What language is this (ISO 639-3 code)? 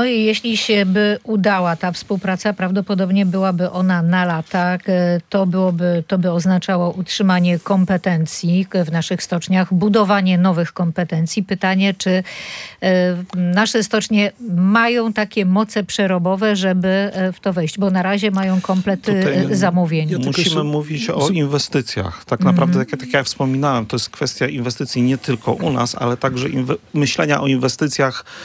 pol